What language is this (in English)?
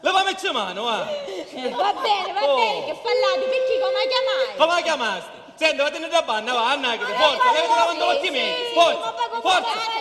Sicilian